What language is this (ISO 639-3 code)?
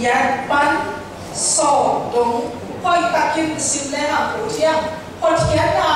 ctd